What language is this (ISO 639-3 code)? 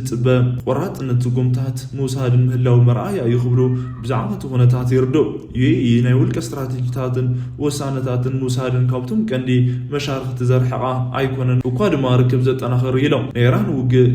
tir